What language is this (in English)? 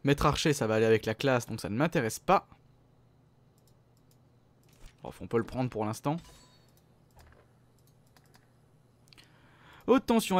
French